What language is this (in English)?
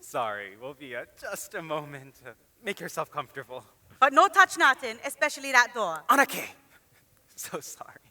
Hawaiian